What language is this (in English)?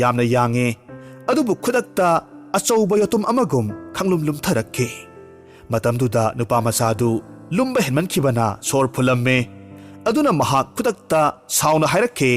Manipuri